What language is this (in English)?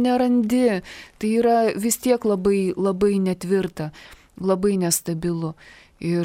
Lithuanian